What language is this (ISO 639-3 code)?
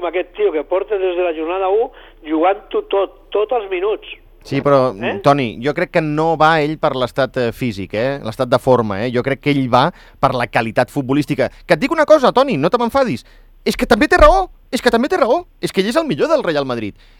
cat